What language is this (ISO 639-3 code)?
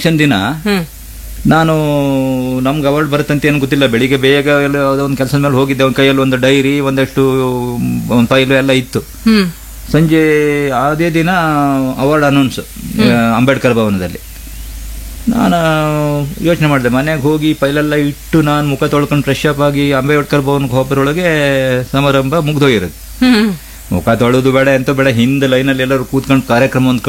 kan